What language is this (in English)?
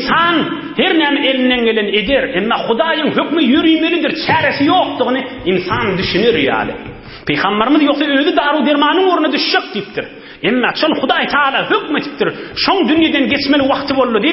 Turkmen